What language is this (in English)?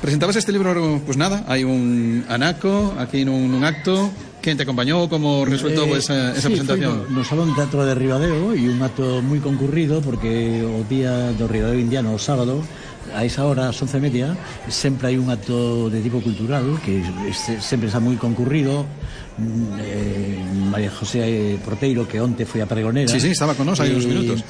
Galician